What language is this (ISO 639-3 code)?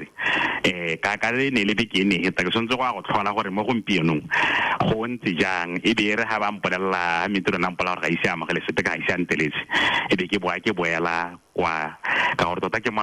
tsn